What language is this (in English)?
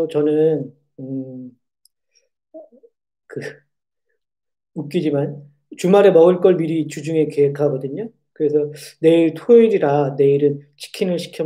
Korean